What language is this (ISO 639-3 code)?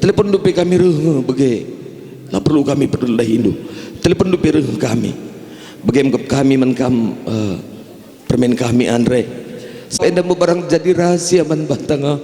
btx